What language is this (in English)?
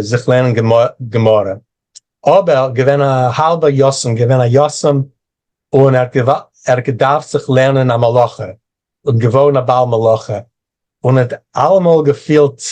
Yiddish